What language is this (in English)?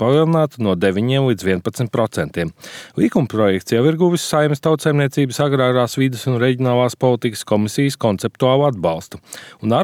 Latvian